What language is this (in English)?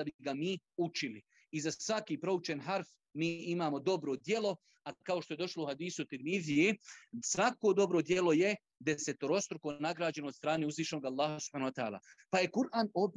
Bosnian